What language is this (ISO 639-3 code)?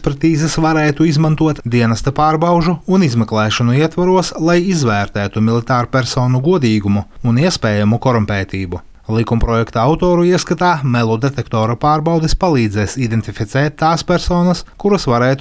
lav